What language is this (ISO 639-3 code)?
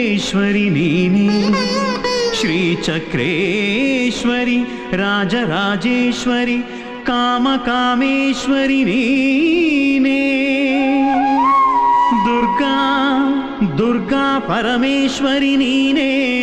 kan